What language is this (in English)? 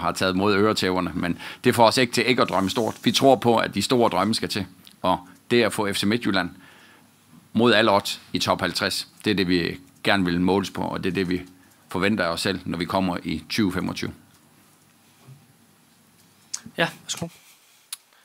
Danish